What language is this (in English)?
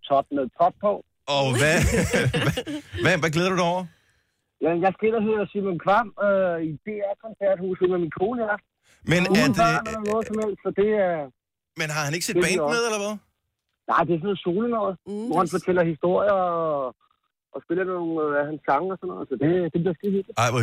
Danish